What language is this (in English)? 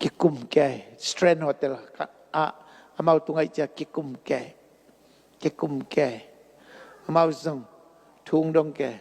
Tedim Chin